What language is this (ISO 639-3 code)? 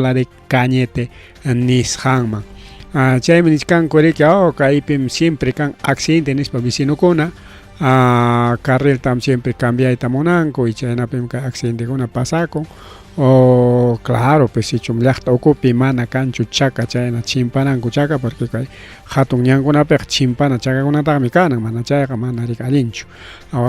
quy